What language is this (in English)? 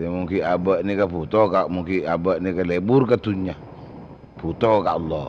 Madurese